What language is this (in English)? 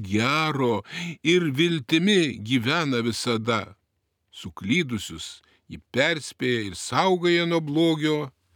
Lithuanian